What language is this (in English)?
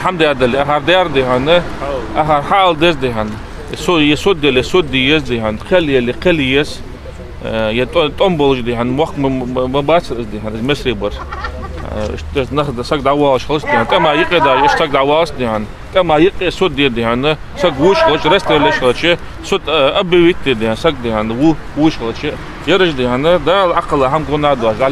Ingush